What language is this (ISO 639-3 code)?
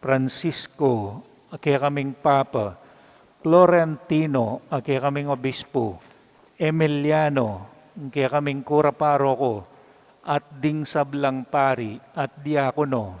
pam